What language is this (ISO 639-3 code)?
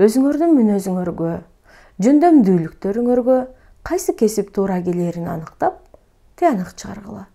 kir